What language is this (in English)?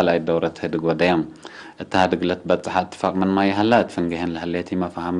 Tigre